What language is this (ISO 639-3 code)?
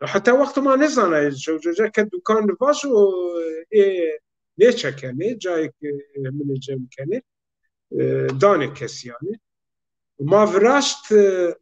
zza